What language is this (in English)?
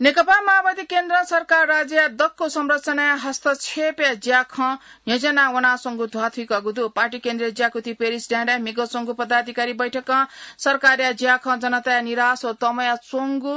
Newari